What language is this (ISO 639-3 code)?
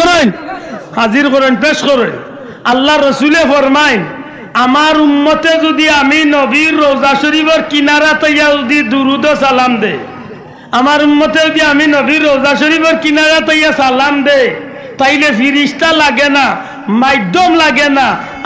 syl